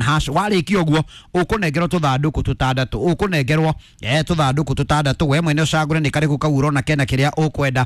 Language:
Kikuyu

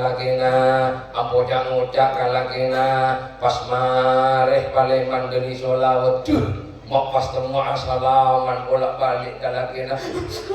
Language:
Madurese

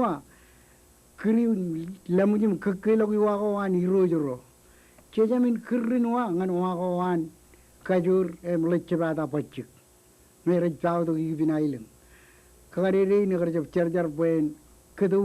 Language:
Marshallese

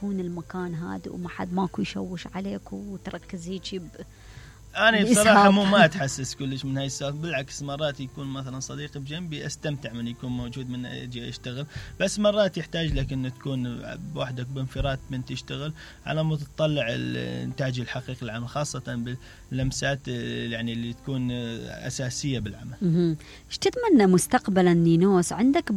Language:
Mesopotamian Arabic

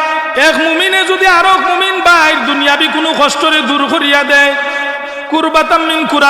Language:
Sylheti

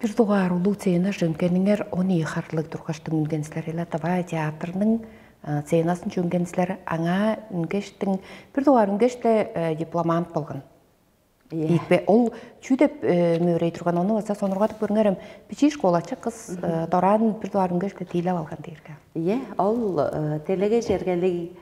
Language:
Tuvinian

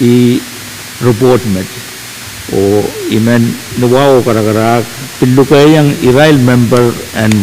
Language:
Pohnpeian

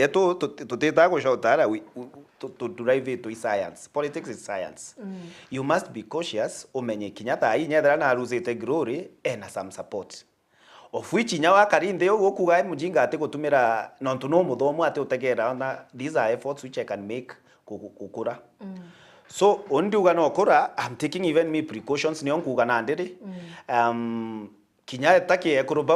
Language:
Meru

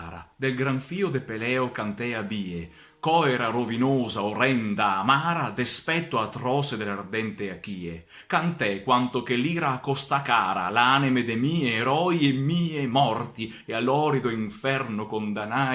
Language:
Venetian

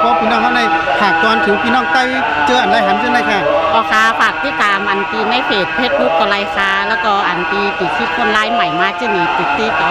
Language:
Shan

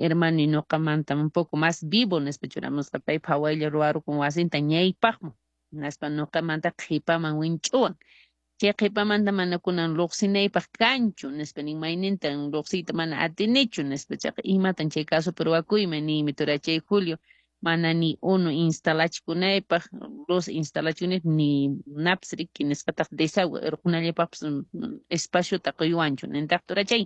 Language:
Quechua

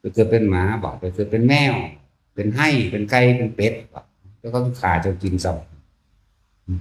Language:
Northeastern Thai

